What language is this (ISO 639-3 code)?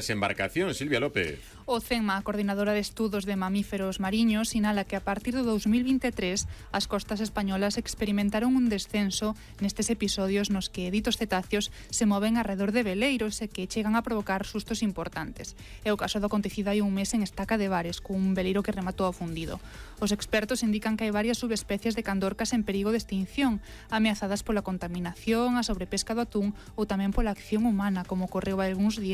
glg